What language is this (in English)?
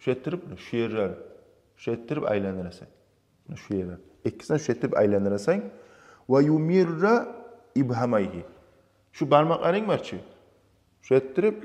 Kumyk